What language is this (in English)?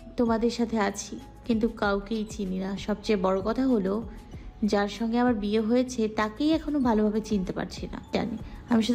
Bangla